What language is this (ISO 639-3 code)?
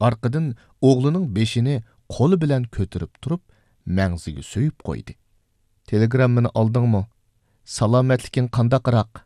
uig